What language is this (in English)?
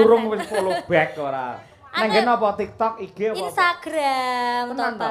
Javanese